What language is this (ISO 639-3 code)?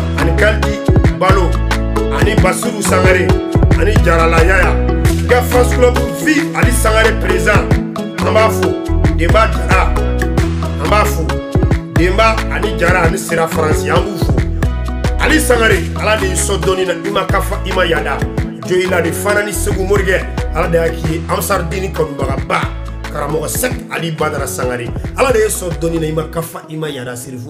bam